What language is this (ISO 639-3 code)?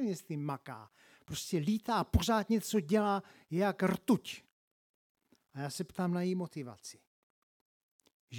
ces